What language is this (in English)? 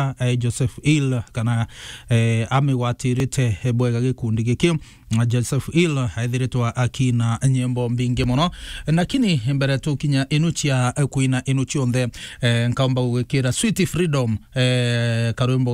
Meru